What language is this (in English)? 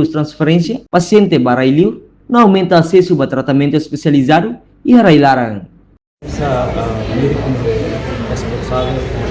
Tetum